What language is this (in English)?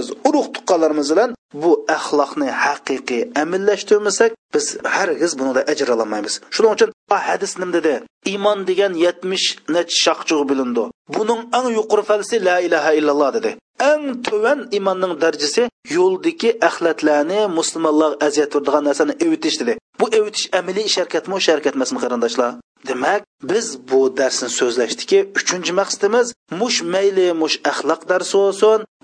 Uyghur